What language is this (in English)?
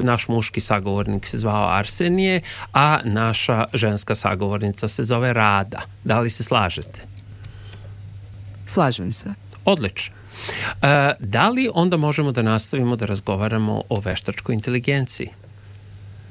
Serbian